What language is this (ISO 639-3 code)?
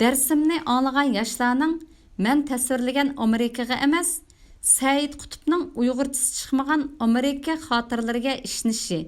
uig